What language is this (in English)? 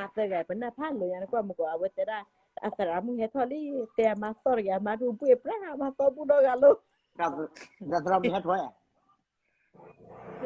S'gaw Karen